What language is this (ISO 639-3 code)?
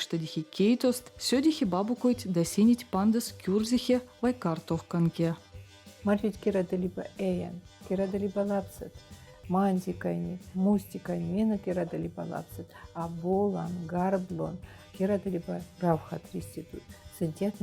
vep